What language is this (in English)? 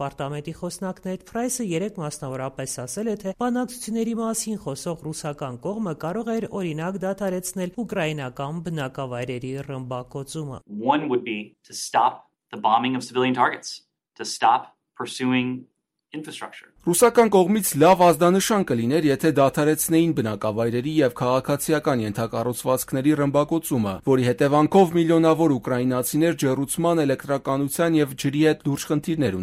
Armenian